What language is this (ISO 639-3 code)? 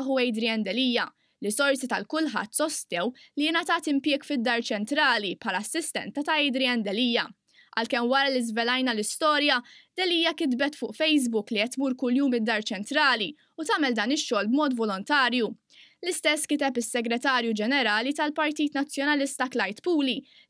mlt